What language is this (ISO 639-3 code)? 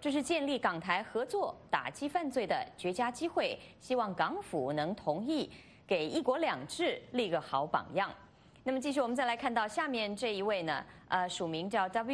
zho